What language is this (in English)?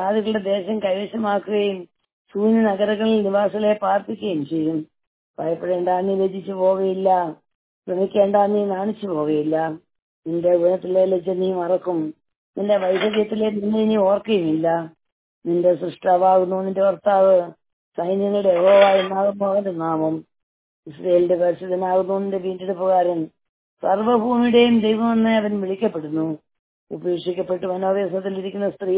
Malayalam